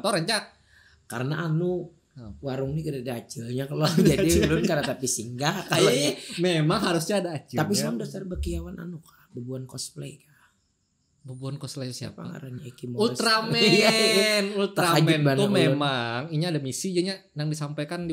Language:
Banjar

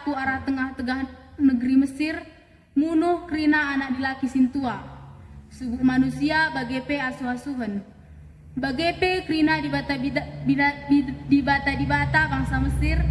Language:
Batak Karo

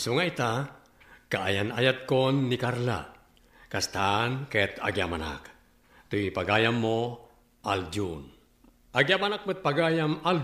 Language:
Iloko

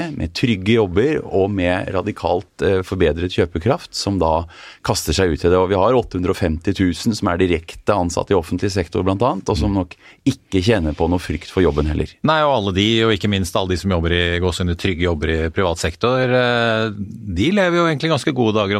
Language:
Norwegian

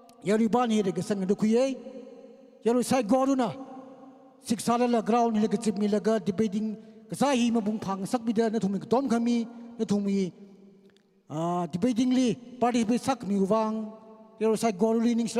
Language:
Tangkhul Naga (India)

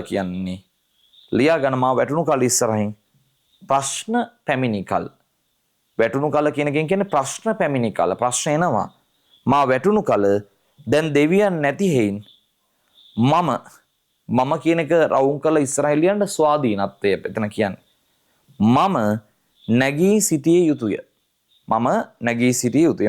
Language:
Sinhala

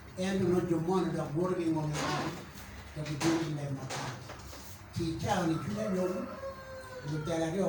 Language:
Acoli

